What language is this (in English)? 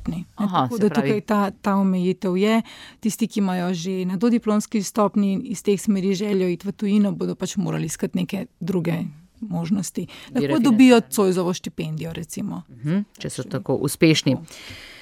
Slovenian